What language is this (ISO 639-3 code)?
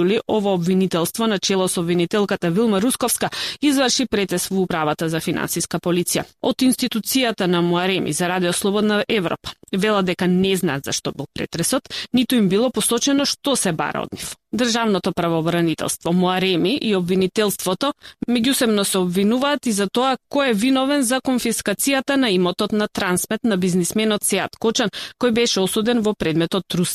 mkd